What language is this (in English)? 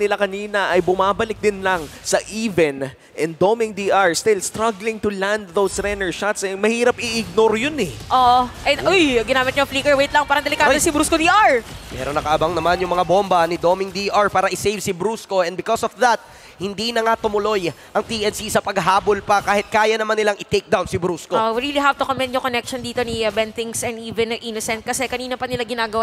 Filipino